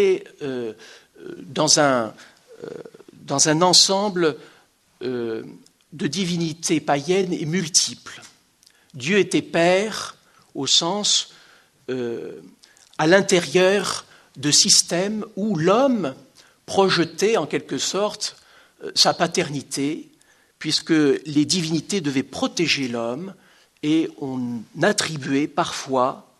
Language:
French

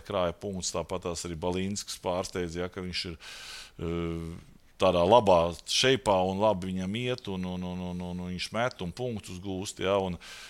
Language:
Latvian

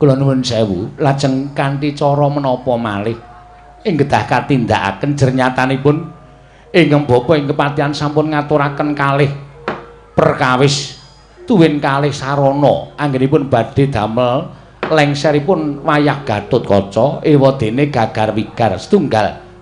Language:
Javanese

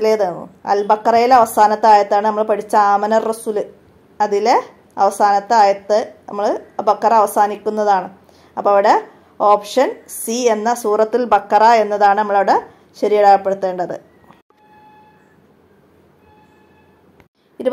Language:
Malayalam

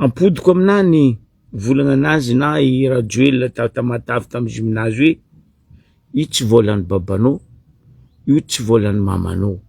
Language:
Malagasy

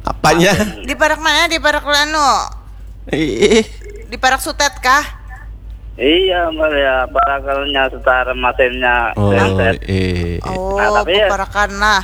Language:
Banjar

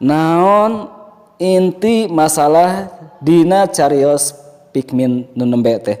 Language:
Sundanese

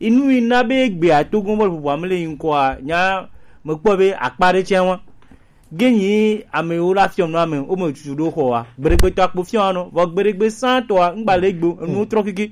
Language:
Gen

